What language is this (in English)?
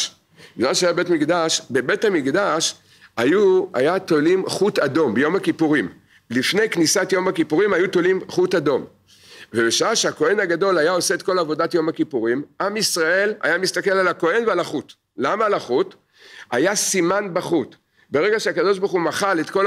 Hebrew